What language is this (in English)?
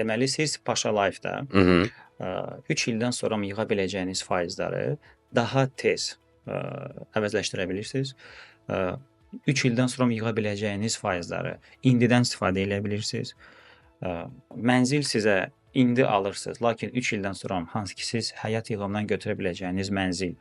Azerbaijani